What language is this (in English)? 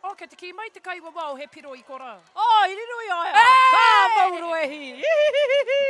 Māori